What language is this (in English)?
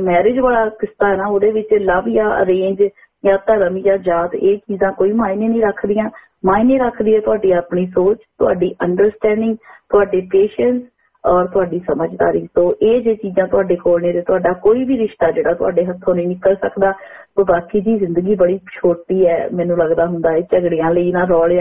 Punjabi